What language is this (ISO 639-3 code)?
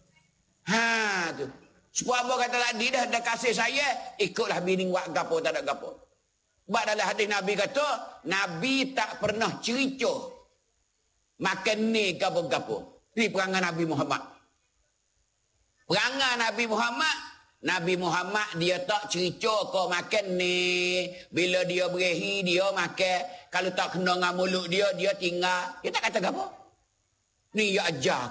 msa